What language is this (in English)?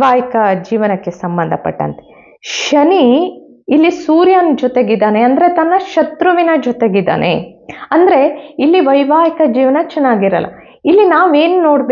Kannada